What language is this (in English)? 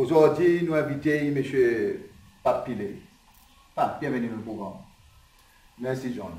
Seselwa Creole French